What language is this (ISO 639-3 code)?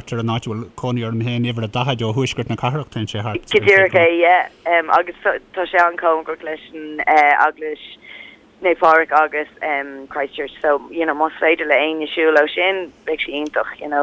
gle